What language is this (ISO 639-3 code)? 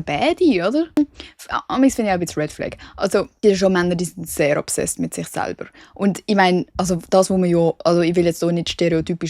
gsw